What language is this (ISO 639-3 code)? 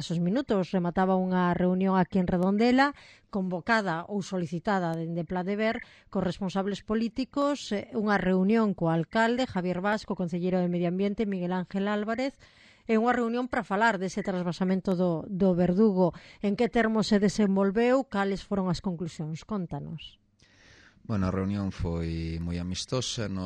glg